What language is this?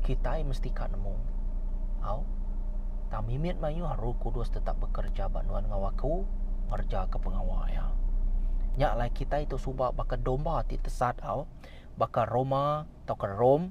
Iban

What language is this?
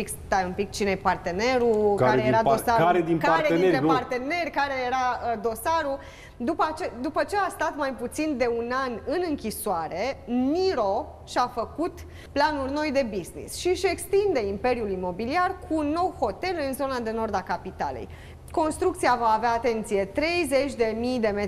Romanian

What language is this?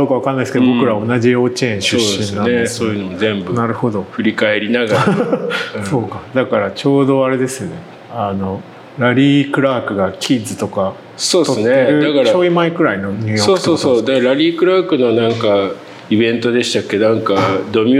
Japanese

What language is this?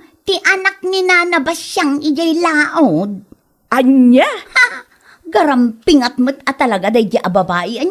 Iloko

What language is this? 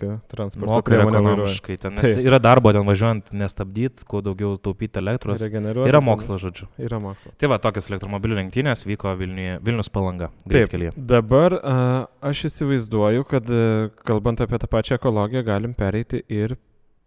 Lithuanian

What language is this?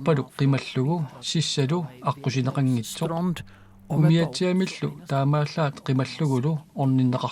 Kalaallisut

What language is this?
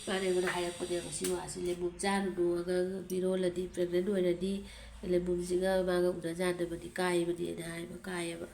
Manipuri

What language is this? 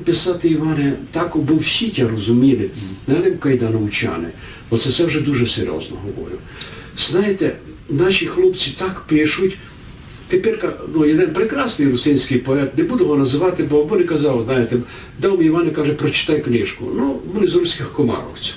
Rusyn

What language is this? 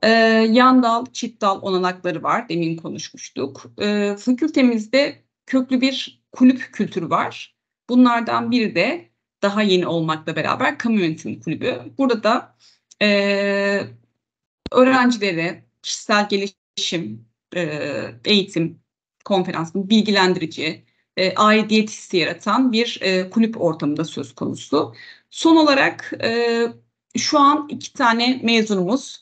Turkish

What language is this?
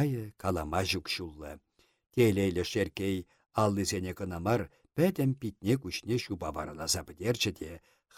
Chuvash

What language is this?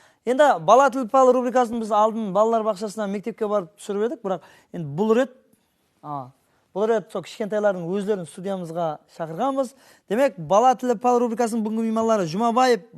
Kara-Kalpak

